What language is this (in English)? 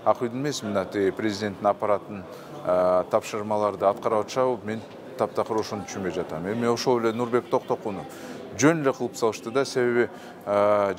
Kyrgyz